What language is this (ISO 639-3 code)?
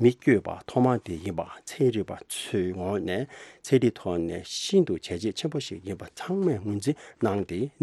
bod